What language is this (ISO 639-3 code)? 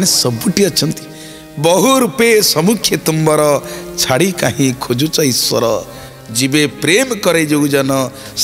ori